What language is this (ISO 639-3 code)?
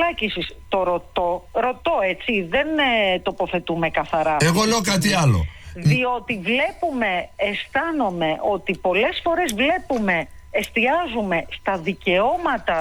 ell